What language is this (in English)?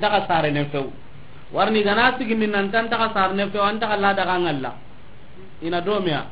Soninke